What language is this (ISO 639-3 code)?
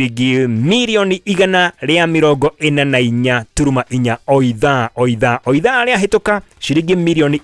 kik